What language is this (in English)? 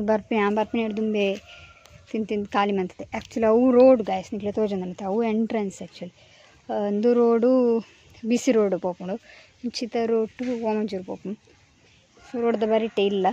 Tulu